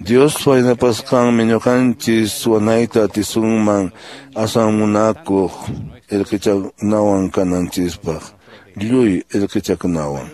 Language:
Quechua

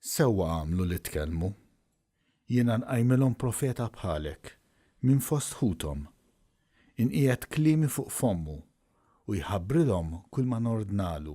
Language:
Maltese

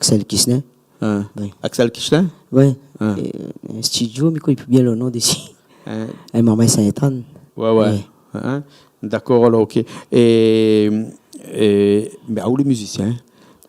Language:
Réunion Creole French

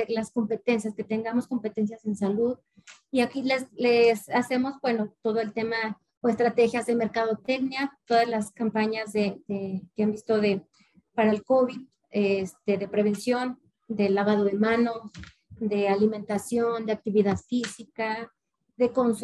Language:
Spanish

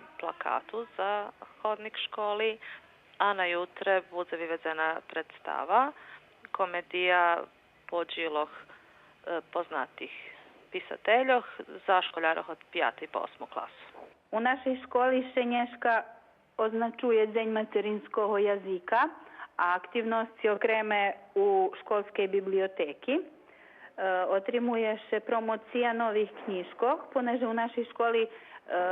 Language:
Rusyn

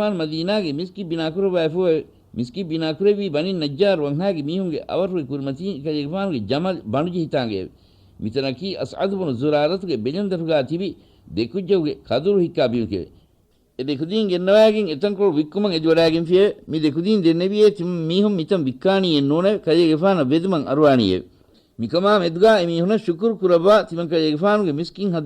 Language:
Divehi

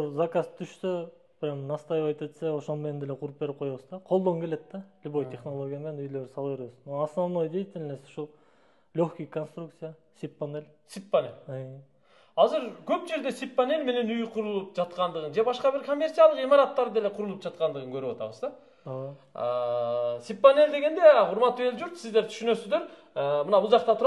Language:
Kyrgyz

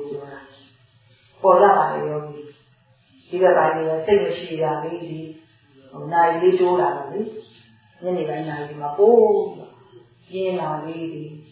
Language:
Burmese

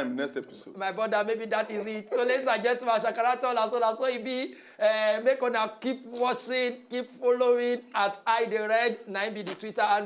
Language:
Nigerian Pidgin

